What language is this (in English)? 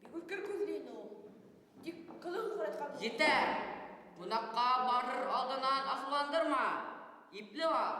Bashkir